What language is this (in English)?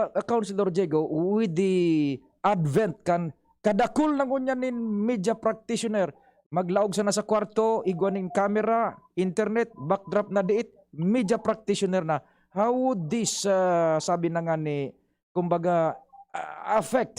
Bikol